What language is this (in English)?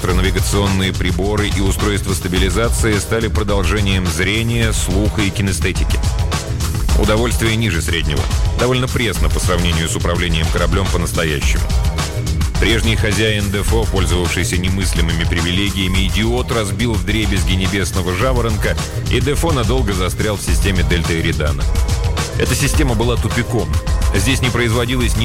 Russian